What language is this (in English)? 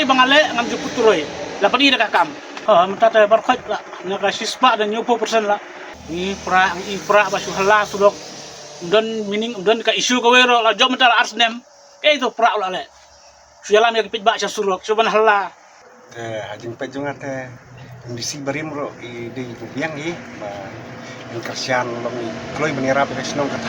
Khasi